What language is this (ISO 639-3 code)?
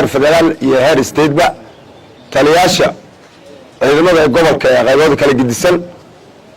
som